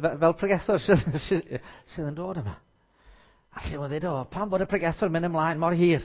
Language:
Welsh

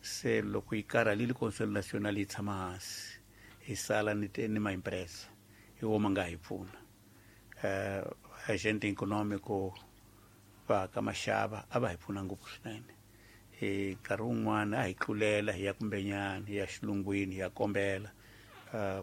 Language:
Tsonga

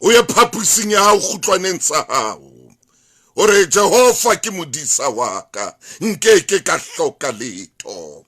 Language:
Southern Sotho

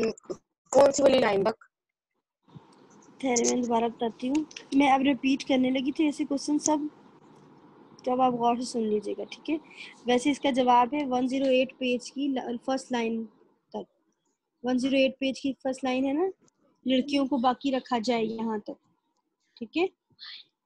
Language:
Urdu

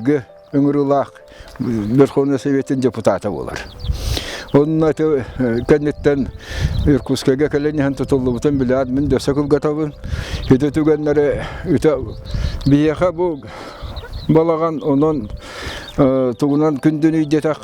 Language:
Yakut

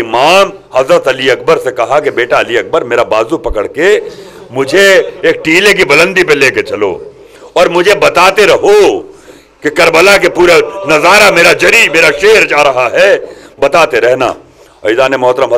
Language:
Urdu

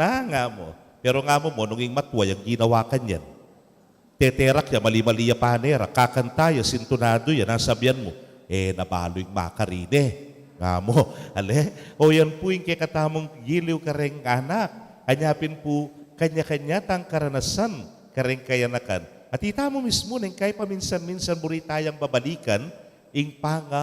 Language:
Pampanga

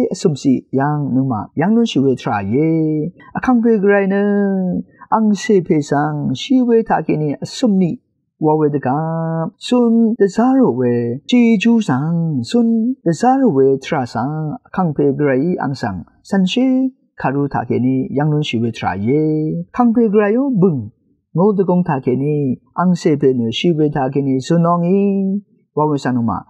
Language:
Rawang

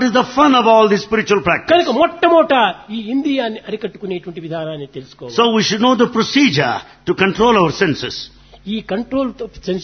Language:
Telugu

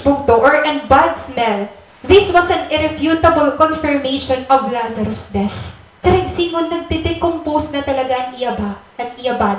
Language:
Waray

